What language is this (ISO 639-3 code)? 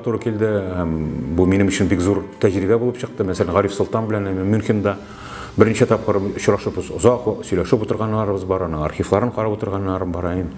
tat